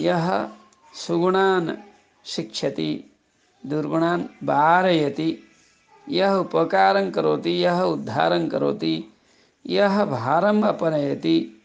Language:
Sanskrit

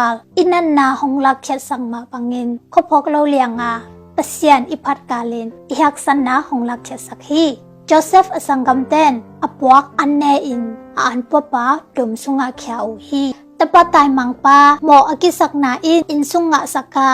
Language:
Tedim Chin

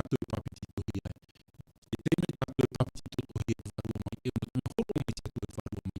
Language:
Tahitian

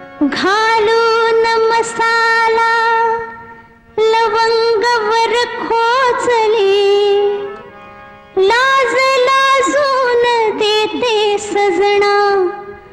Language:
Marathi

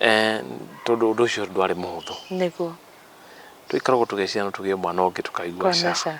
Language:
Kikuyu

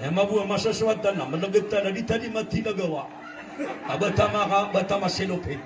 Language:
Maranao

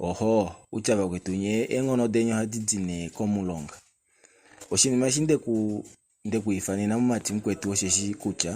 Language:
Kuanyama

